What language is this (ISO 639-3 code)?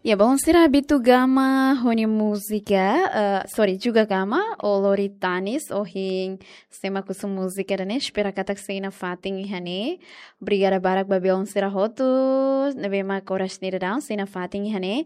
tet